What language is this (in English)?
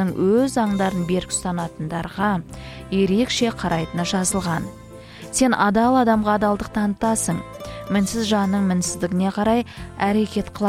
Kazakh